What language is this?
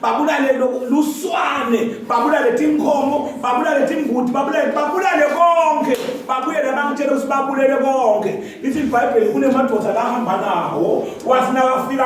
Zulu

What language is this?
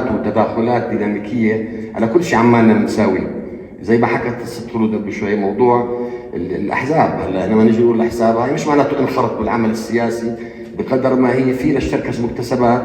North Levantine Arabic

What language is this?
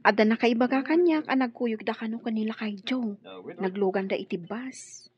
Iloko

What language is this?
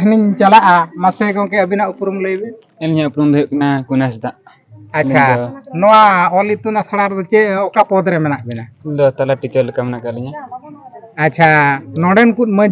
Santali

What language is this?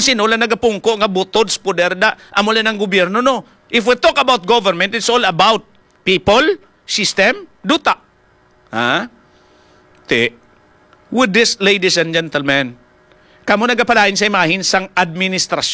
Hiligaynon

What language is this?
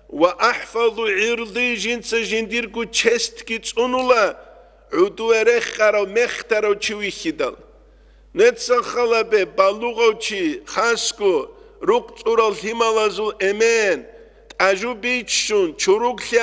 Avaric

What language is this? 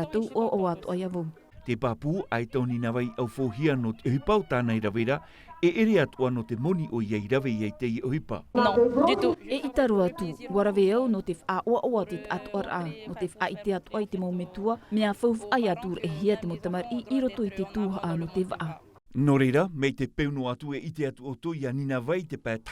Tahitian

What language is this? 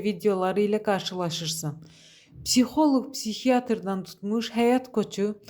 Azerbaijani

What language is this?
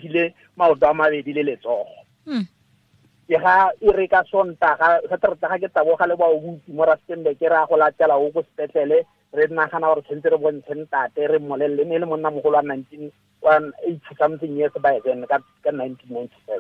Tswana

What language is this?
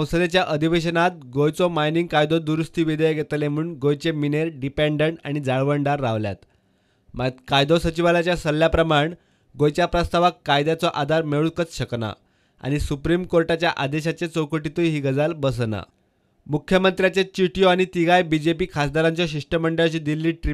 Konkani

